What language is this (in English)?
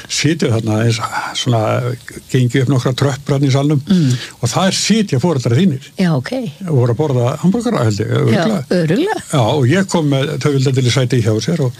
Icelandic